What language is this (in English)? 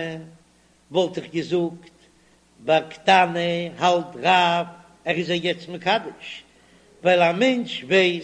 Yiddish